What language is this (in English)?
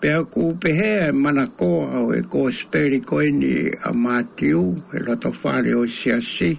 Tongan